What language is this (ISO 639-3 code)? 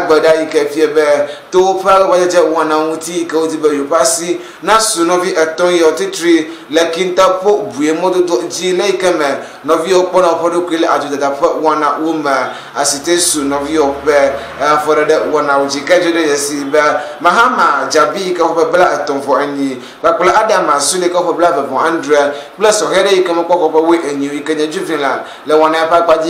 ewe